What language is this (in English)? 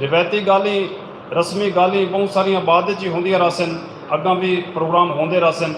Saraiki